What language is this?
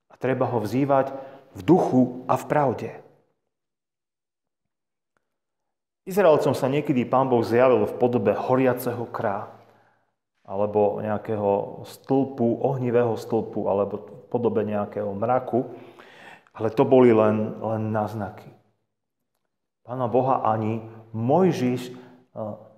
Slovak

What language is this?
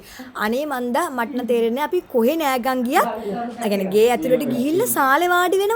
Sinhala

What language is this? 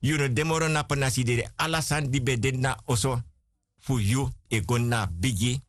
Sranan Tongo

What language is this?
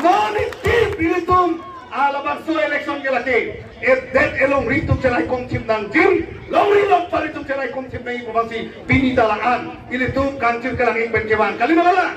Karbi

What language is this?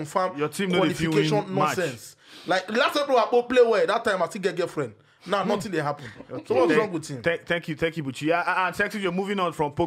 Nigerian Pidgin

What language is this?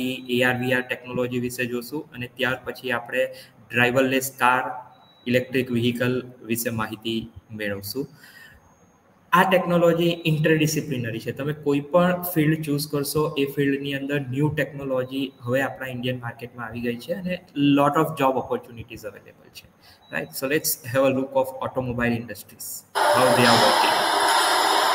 Gujarati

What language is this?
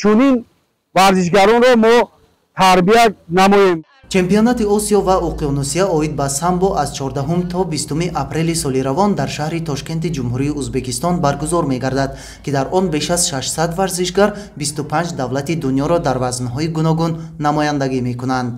Tajik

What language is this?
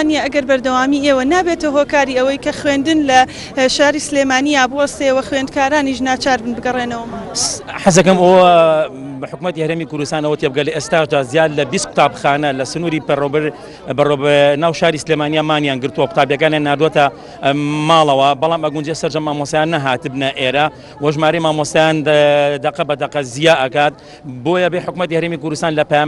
Central Kurdish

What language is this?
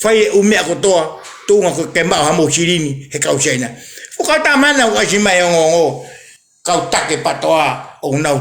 Tongan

